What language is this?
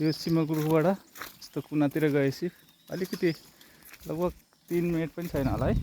Nepali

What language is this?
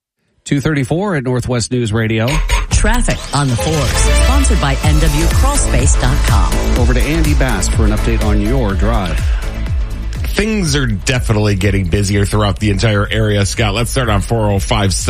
English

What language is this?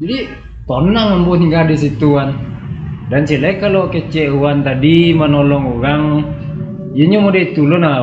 Minangkabau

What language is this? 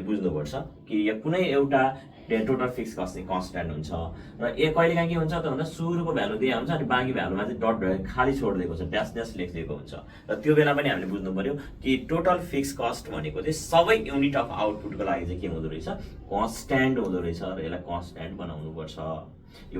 Nepali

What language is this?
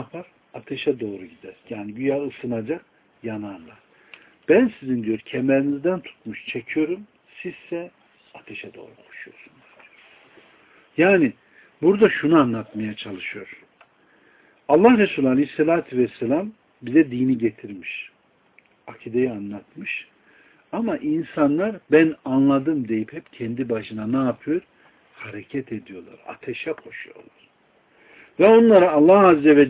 Turkish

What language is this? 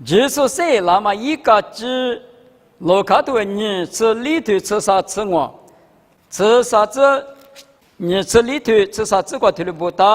Lisu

